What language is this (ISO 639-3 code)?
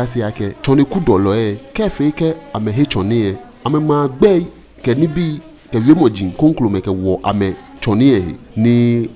gaa